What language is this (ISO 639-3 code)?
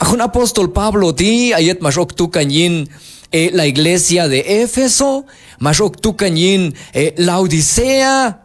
kjb